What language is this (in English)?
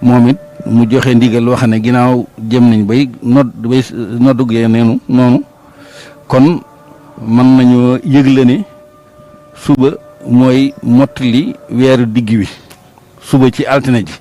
Wolof